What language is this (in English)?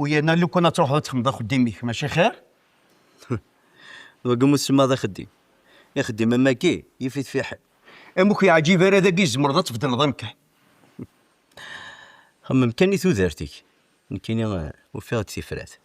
Kabyle